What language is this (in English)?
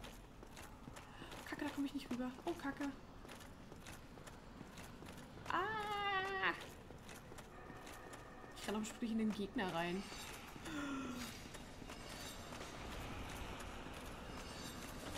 German